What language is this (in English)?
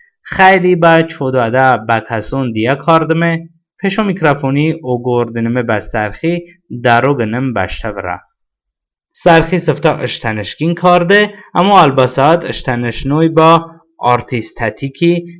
Talysh